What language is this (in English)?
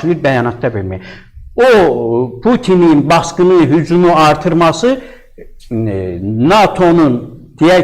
Azerbaijani